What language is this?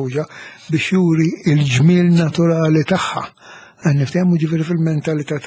Maltese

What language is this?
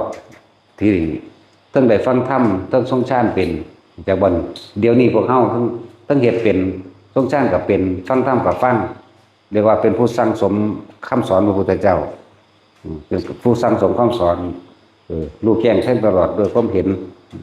Northeastern Thai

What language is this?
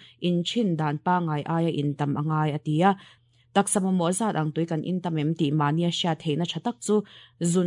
Mizo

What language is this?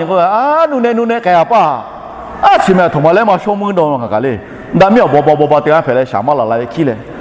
Lahu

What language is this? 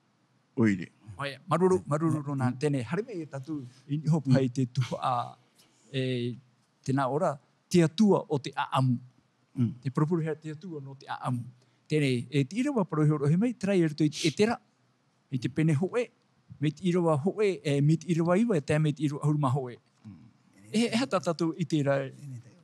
Tahitian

